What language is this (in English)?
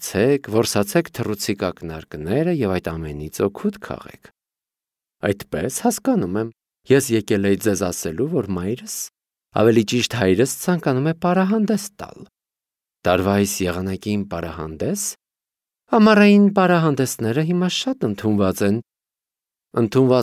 Armenian